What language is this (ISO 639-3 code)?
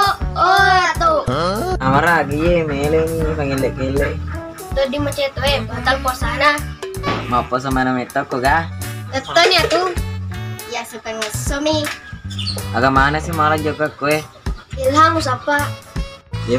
bug